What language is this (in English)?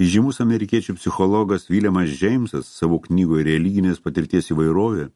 Lithuanian